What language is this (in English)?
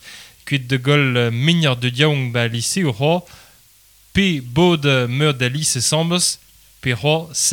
Breton